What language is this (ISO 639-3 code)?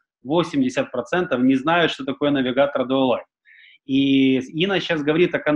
rus